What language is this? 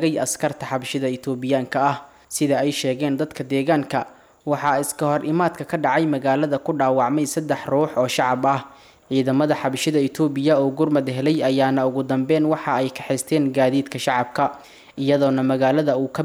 Somali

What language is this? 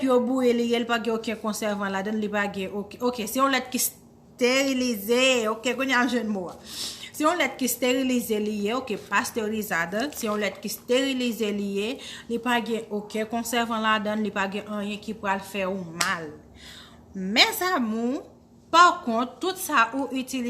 Haitian Creole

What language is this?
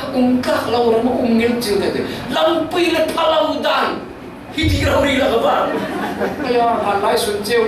Falam Chin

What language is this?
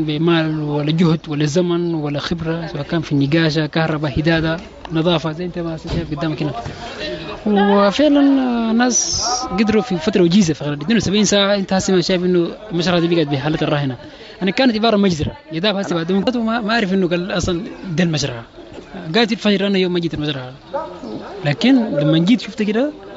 Sudanese Arabic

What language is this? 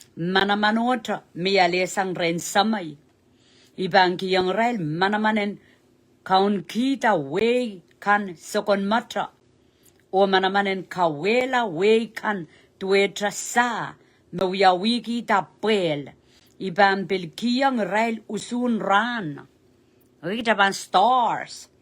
Pohnpeian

